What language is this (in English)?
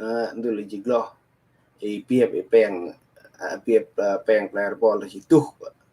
Central Mnong